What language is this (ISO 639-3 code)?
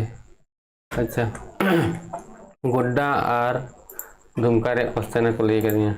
sat